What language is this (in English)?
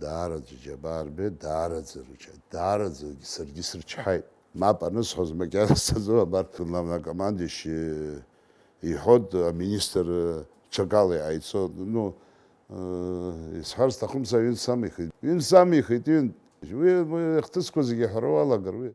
Abkhazian